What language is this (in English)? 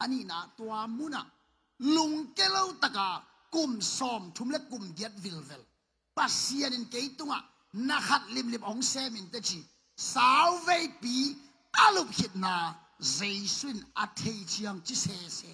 Tedim Chin